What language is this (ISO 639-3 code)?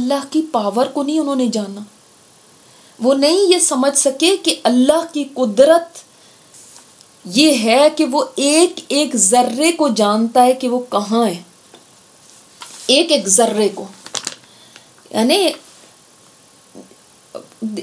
urd